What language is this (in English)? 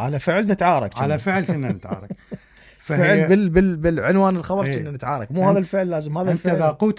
Mesopotamian Arabic